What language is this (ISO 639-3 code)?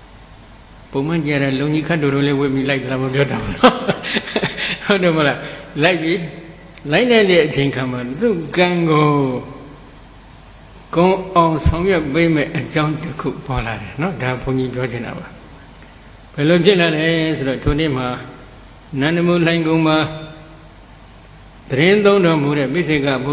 mya